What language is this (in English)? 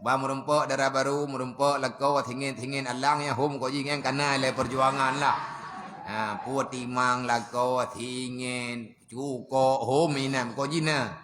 Achinese